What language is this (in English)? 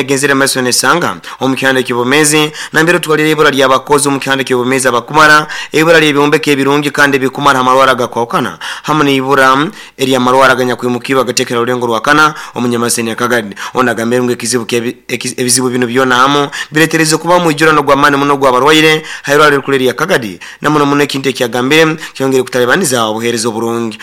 Nyoro